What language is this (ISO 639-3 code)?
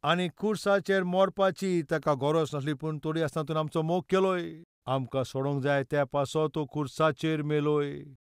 kok